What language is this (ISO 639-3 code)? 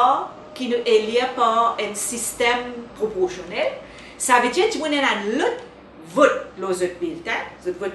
mfe